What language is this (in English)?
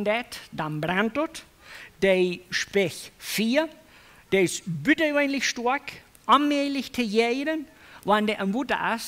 Plautdietsch